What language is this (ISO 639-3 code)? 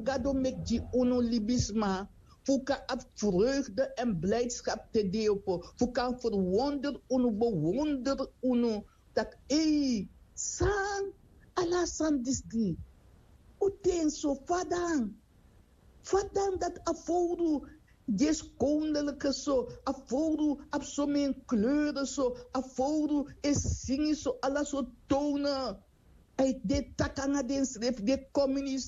srn